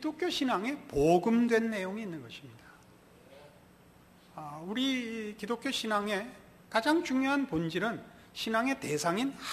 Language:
Korean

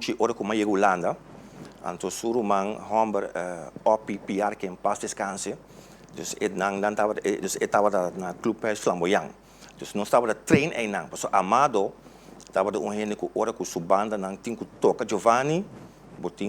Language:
Papiamento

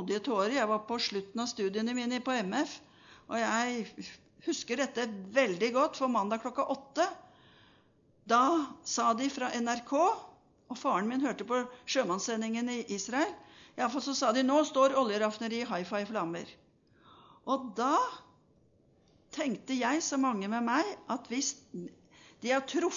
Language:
Norwegian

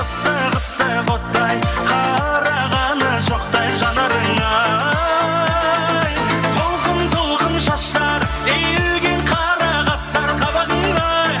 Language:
Kara-Kalpak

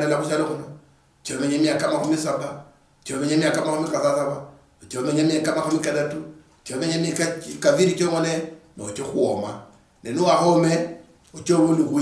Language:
Luyia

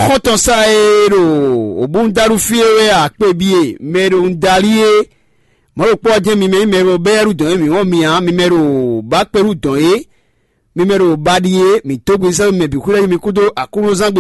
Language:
Fon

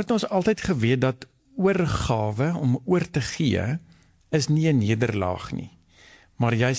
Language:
Afrikaans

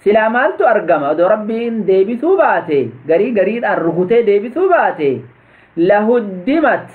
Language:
Oromo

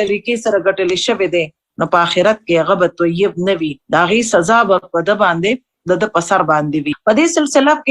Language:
Pashto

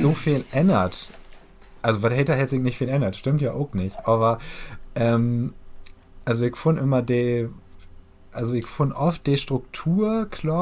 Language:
Low German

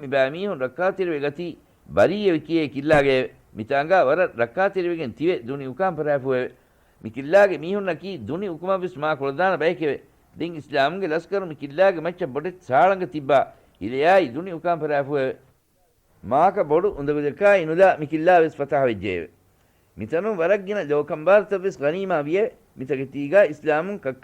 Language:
Divehi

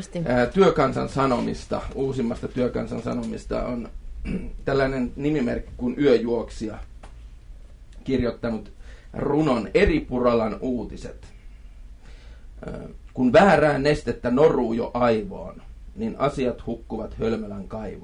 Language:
Finnish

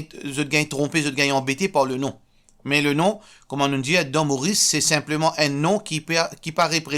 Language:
Morisyen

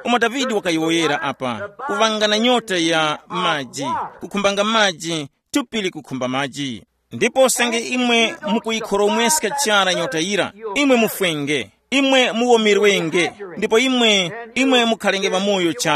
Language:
Tumbuka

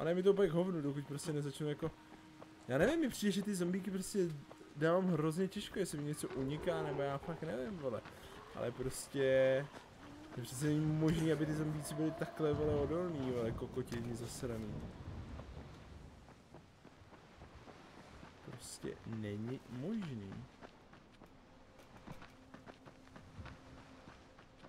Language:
Czech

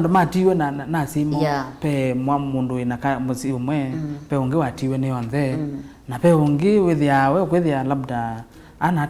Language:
Kamba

